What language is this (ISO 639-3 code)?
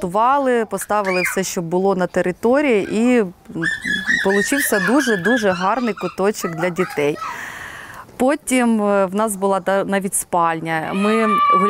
ukr